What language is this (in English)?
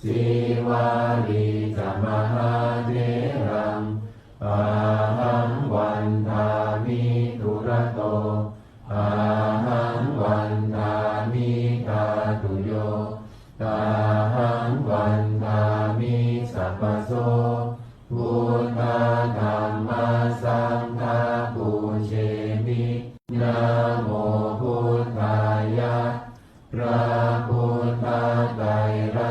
Pali